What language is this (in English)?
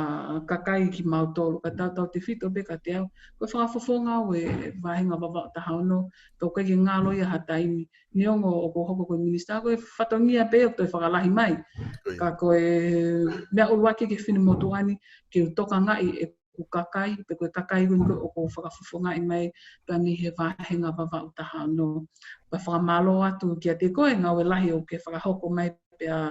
Tongan